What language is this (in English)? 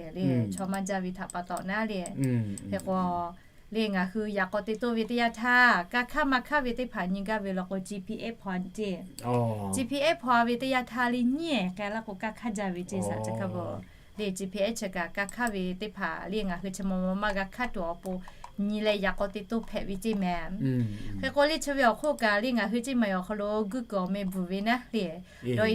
Lahu